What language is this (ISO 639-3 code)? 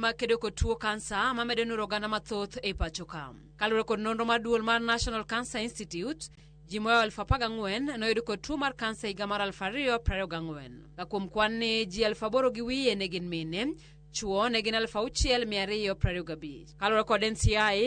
luo